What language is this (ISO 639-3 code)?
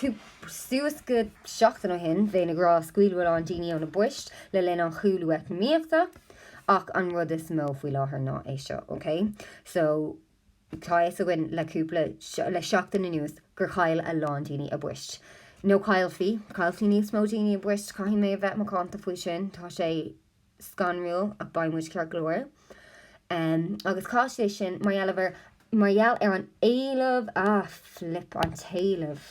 gle